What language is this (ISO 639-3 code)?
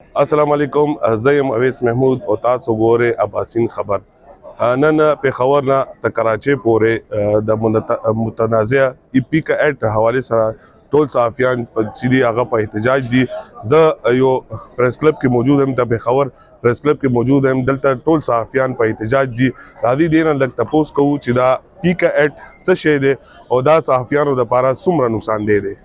pus